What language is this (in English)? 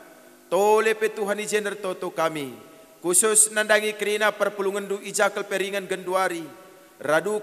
Batak Karo